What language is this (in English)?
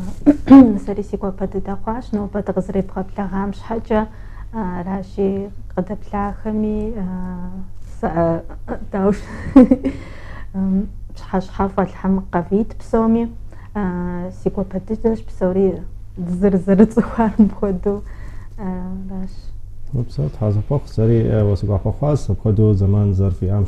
Kabardian